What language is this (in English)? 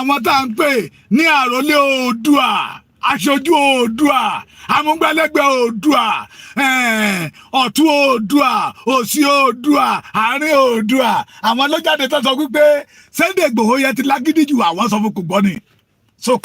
Yoruba